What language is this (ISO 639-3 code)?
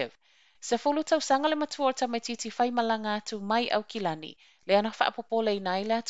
smo